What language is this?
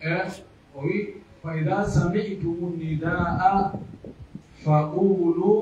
Pular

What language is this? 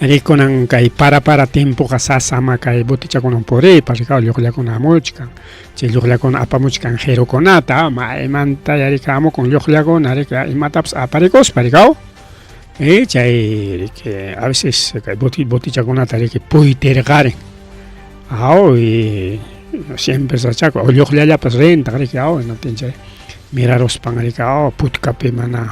Ayacucho Quechua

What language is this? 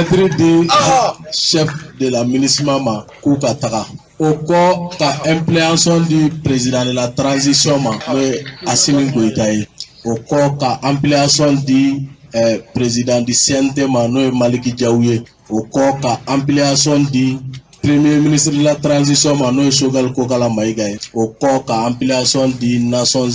Bambara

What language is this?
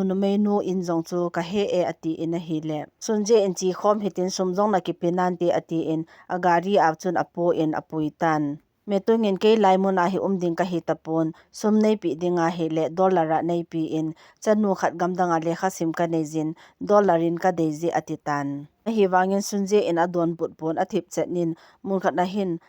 Thado Chin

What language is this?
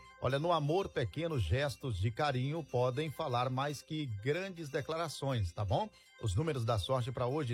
Portuguese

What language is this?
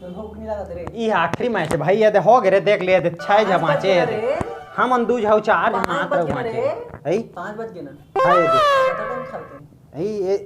Chhattisgarhi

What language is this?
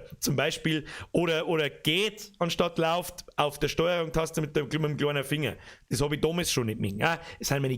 Bavarian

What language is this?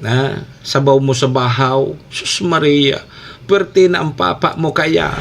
Bikol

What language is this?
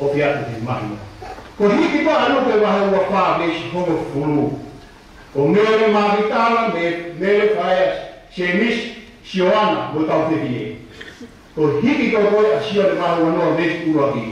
Tongan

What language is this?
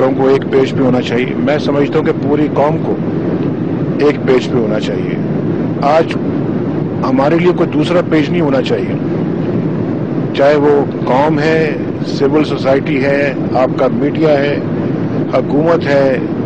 Urdu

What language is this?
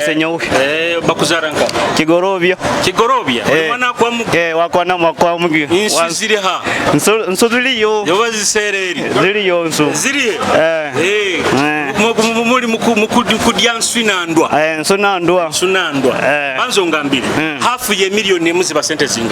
Nyoro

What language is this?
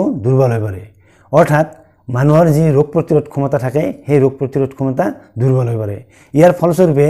Assamese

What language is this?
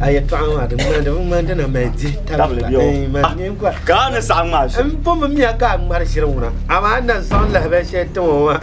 Dagbani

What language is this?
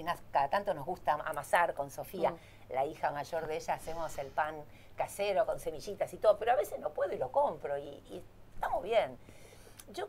Spanish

